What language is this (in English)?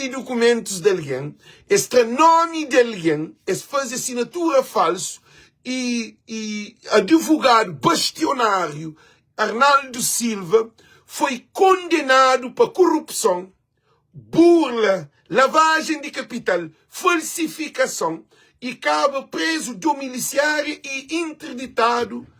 Kabuverdianu